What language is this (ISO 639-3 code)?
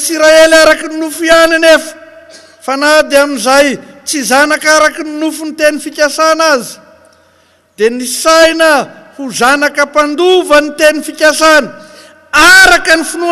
mlg